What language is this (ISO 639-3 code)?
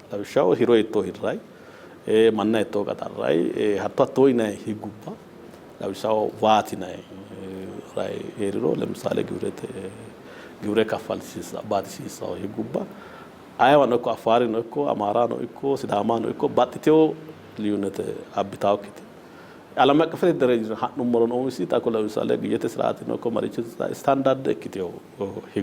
sid